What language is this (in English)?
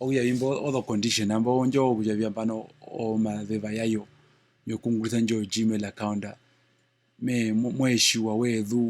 Herero